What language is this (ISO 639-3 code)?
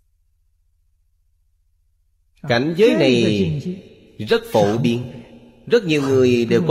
vie